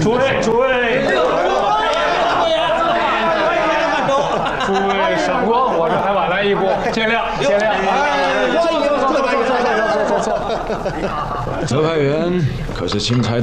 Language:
Chinese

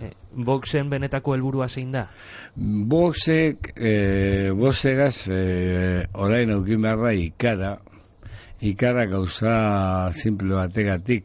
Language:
Basque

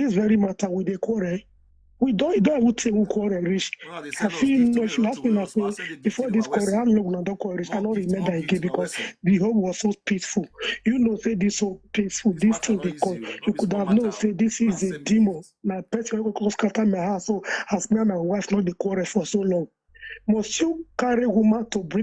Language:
Nigerian Pidgin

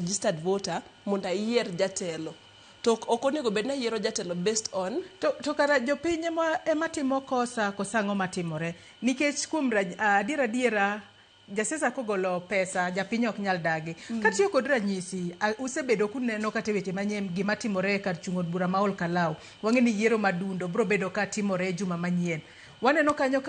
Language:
Luo (Kenya and Tanzania)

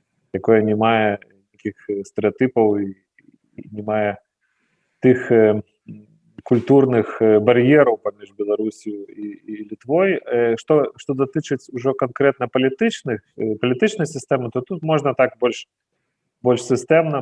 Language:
Belarusian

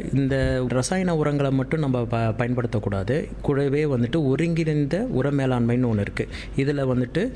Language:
Tamil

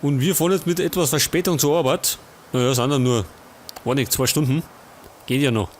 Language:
Bavarian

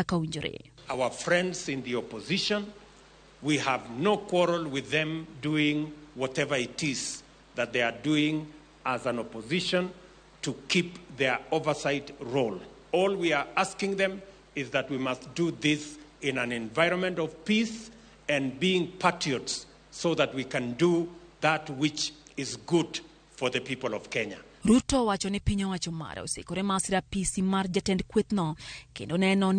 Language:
Luo (Kenya and Tanzania)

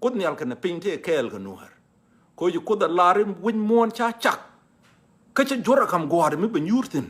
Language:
Nuer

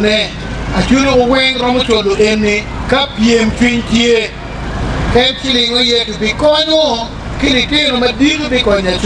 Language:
Acoli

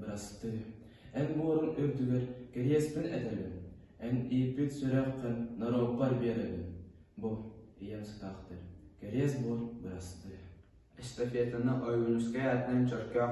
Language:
Yakut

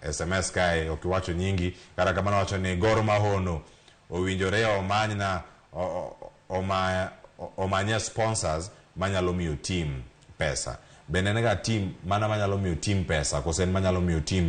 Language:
Luo (Kenya and Tanzania)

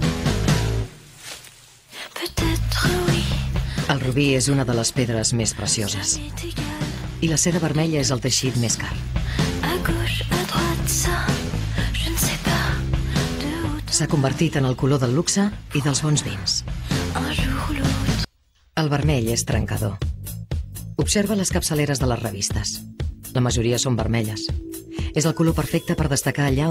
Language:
Catalan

